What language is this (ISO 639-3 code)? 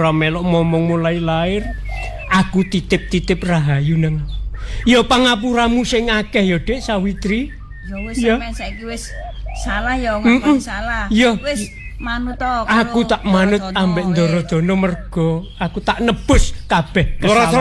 jav